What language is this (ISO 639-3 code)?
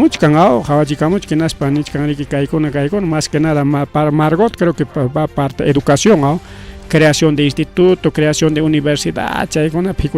quy